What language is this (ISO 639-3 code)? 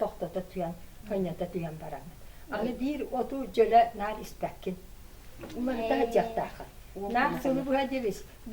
sah